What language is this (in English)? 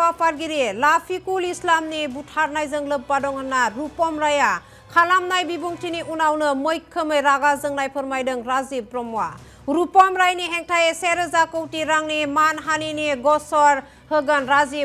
Bodo